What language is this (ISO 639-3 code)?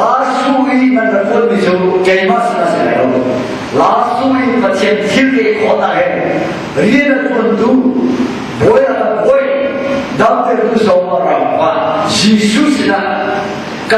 cnh